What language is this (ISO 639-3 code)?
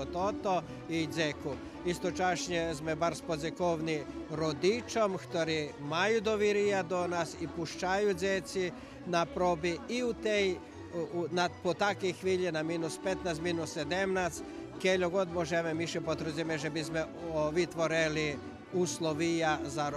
rue